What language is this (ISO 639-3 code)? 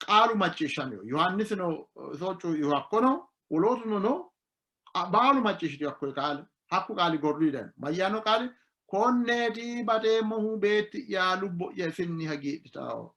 sid